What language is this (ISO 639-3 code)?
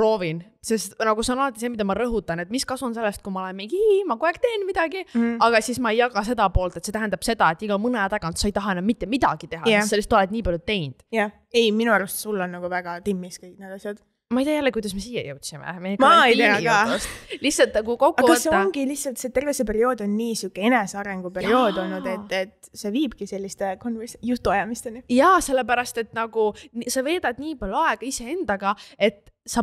est